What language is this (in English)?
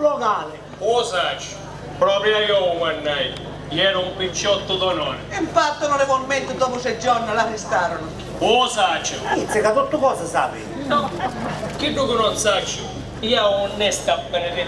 Sicilian